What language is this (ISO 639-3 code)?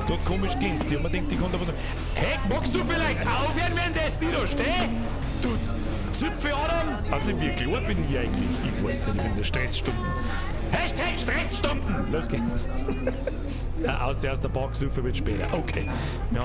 bar